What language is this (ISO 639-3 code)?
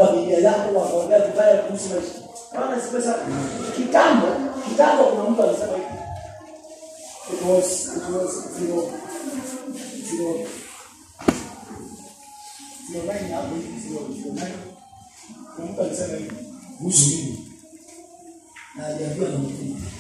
swa